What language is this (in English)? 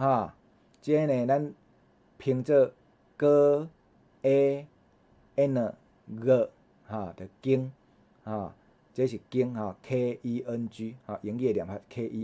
Min Nan Chinese